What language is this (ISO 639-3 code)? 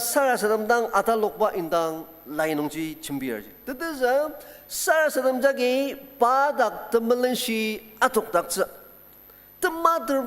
njo